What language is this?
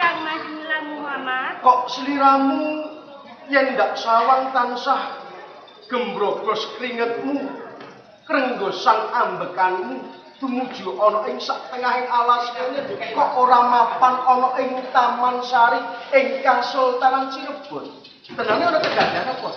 Javanese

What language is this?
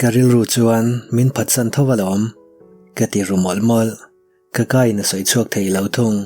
Mizo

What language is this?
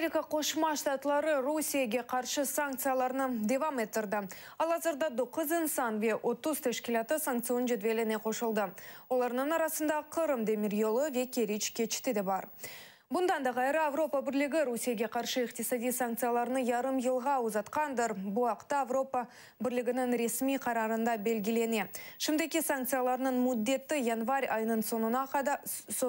Crimean Tatar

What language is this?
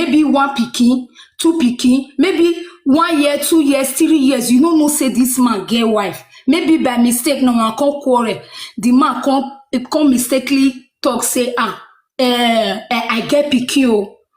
Nigerian Pidgin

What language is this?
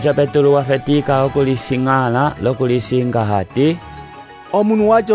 Umbundu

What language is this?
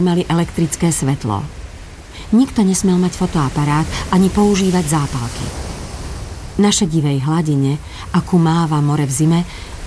Slovak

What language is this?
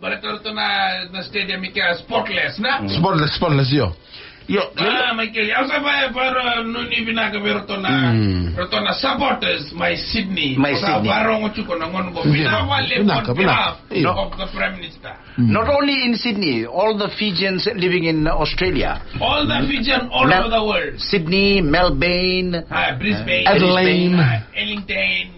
Fijian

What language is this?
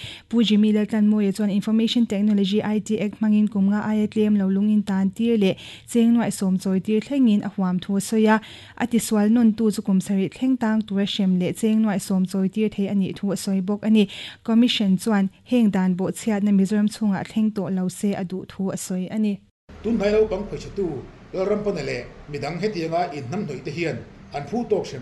Mizo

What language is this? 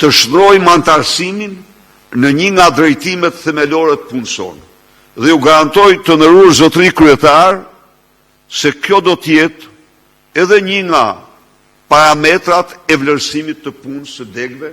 Albanian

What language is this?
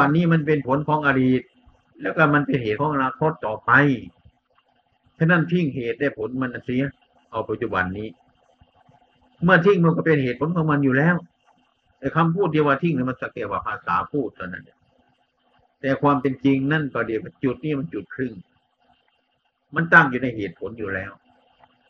Thai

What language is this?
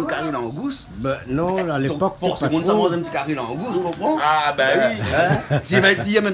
Réunion Creole French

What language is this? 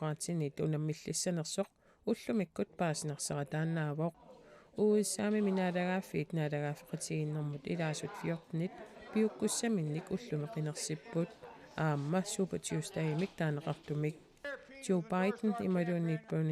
Kalaallisut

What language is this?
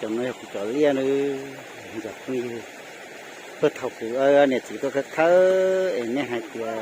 Hmong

